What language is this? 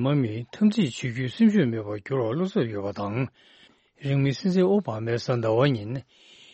Tibetan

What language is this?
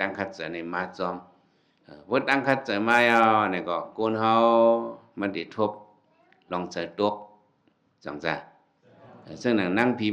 Shan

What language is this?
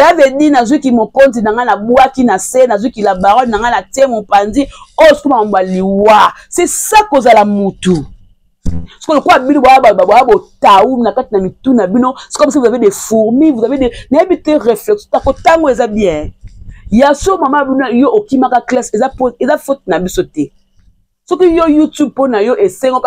Lingala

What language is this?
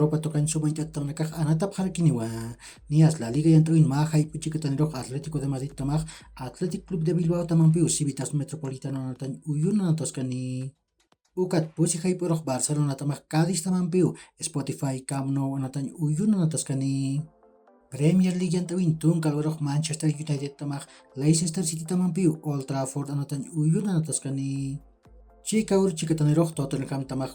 Aymara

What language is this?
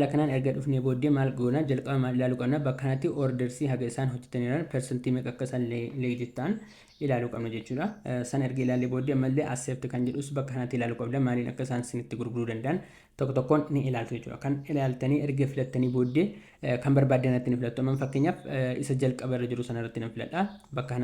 Oromo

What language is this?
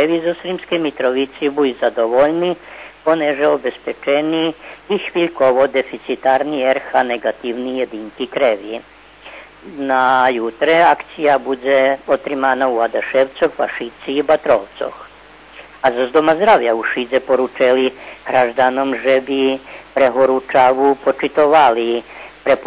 Rusyn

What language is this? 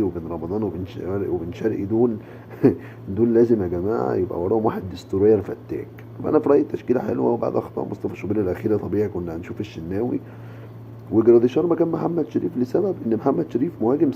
Egyptian Arabic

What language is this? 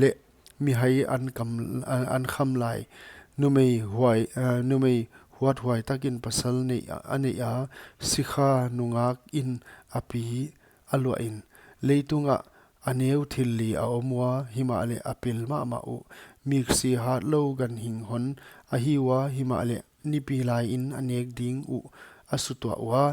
Paite Chin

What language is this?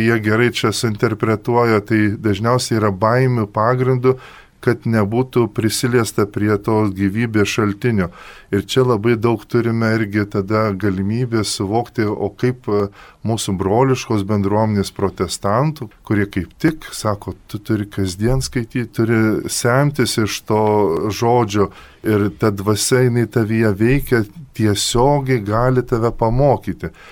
Lithuanian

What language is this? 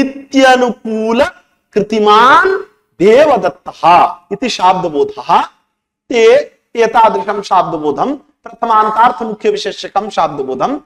Sanskrit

